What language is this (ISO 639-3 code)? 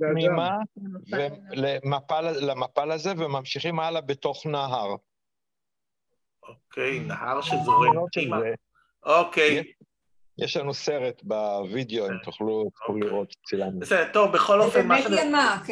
heb